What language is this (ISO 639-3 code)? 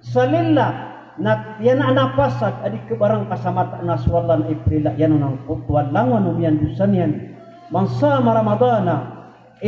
mrw